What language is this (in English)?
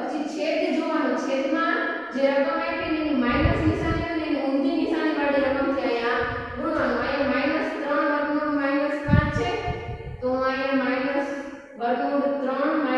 Gujarati